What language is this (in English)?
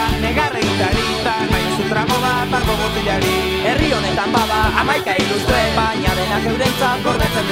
Basque